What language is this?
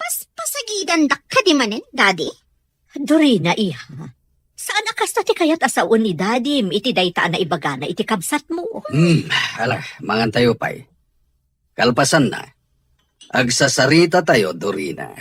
Iloko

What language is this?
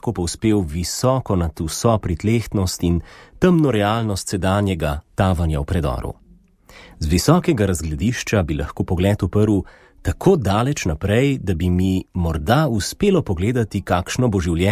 Slovenian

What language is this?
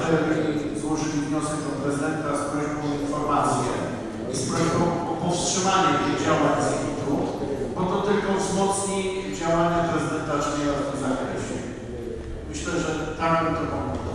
Polish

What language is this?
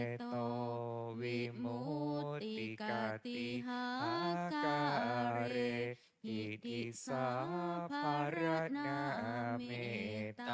Pali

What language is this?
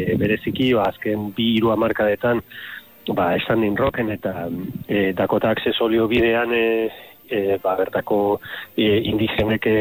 Basque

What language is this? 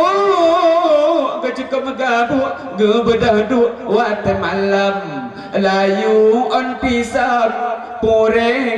Achinese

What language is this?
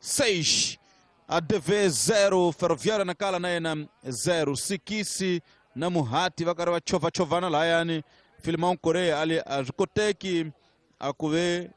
Tsonga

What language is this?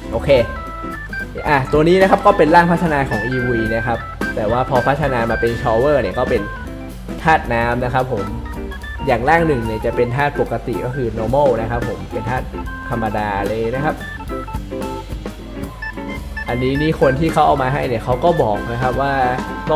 Thai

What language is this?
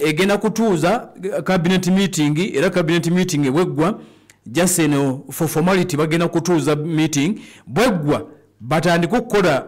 Ganda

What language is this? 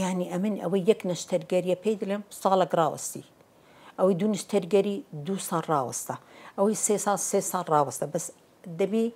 Central Kurdish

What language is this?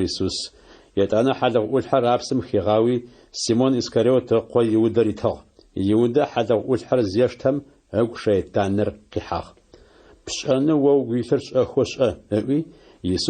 Adyghe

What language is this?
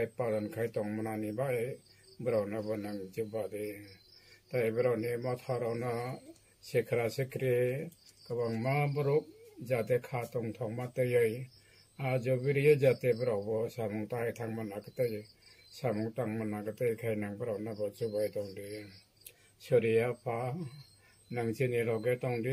Kok Borok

